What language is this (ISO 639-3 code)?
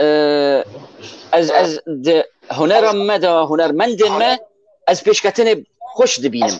kur